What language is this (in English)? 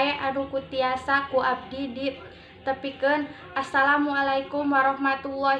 Sundanese